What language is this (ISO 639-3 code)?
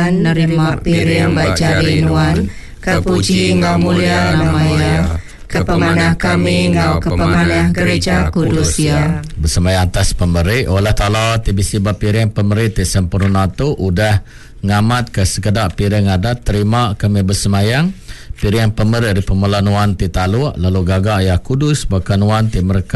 iba